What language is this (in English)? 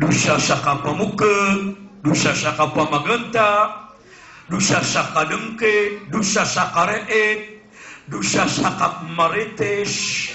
Maranao